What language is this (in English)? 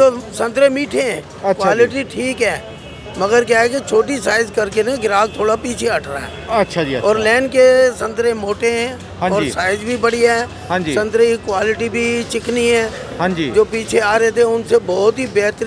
Hindi